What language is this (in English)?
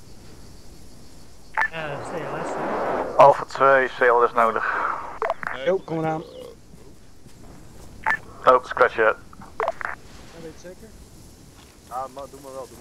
Dutch